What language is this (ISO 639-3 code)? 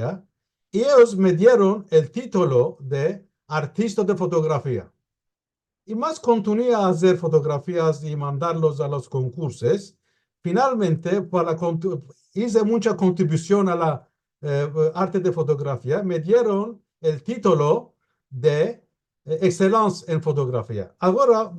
lad